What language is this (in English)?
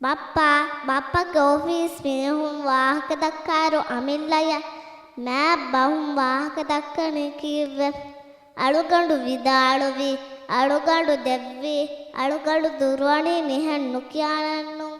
Divehi